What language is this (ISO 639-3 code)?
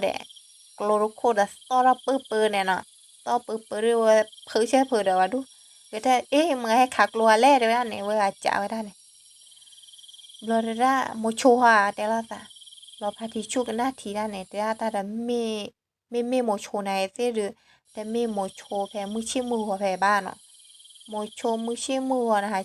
ksw